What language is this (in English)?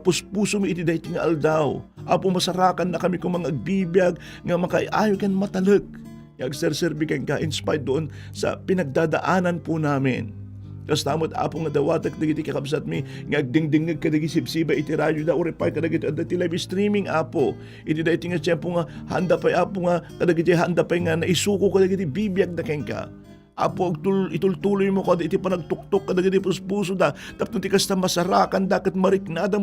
Iloko